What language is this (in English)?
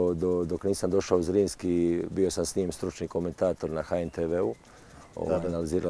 Croatian